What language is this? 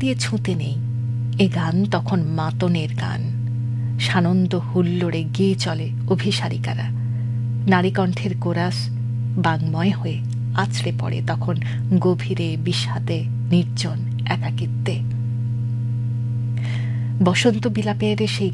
Bangla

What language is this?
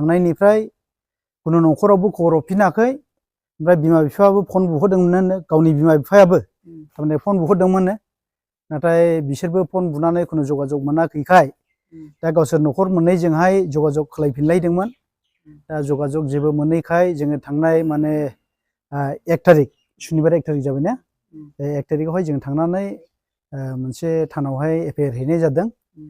Bodo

